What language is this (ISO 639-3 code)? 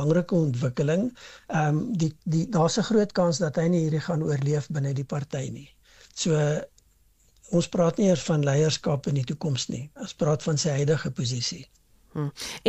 afr